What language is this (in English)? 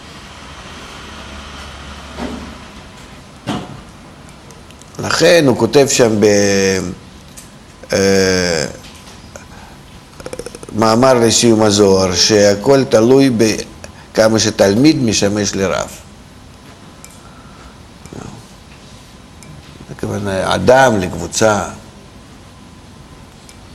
Hebrew